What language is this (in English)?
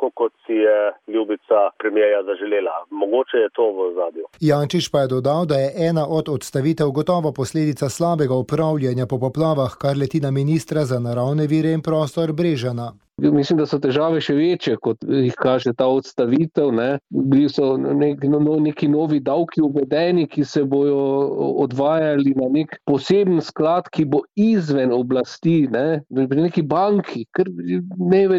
Slovenian